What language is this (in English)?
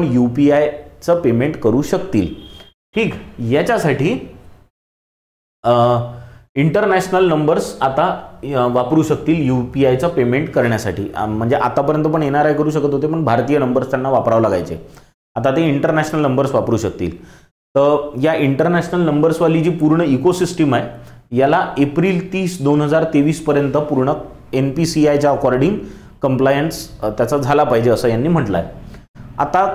Marathi